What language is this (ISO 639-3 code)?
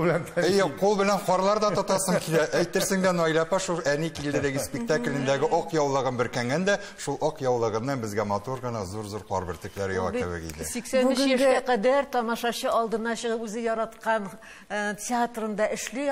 tat